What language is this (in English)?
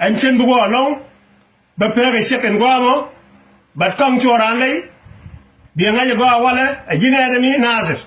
Nuer